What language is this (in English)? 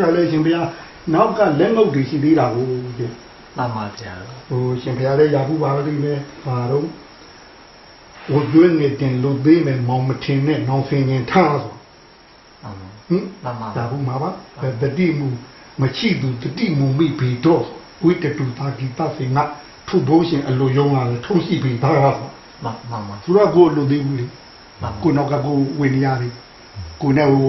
Burmese